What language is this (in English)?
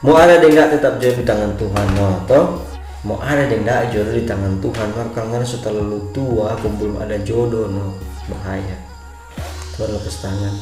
Manado Malay